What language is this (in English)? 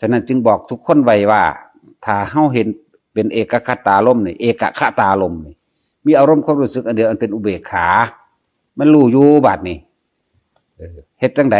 Northeastern Thai